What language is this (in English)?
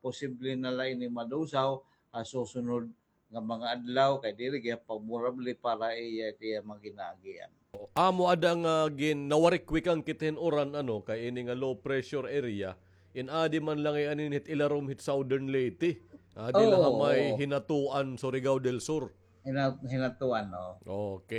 Waray